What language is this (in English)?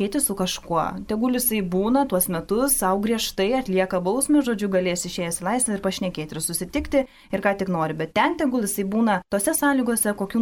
Lithuanian